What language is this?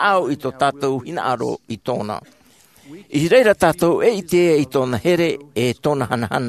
Tahitian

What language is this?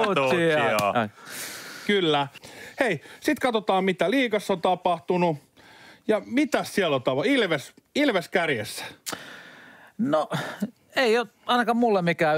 Finnish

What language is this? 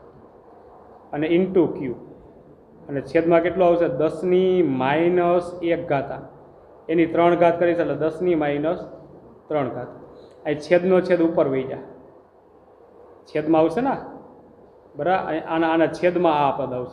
Gujarati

